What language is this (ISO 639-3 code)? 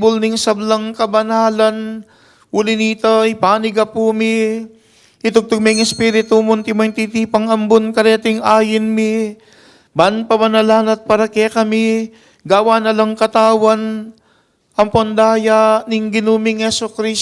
pam